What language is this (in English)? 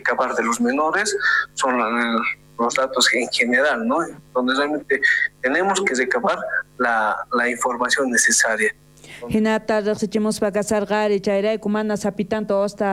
South Bolivian Quechua